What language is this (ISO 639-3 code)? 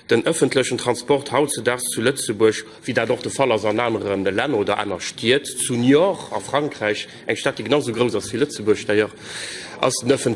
ltz